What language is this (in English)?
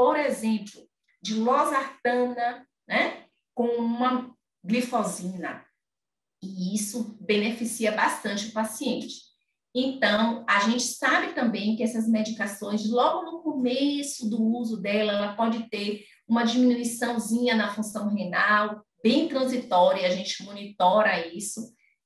Portuguese